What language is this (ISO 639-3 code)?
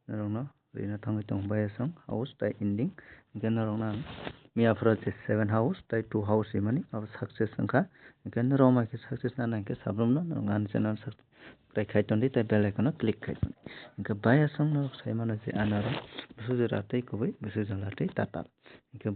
trp